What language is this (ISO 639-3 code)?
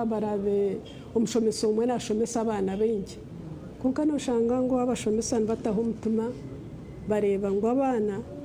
nyn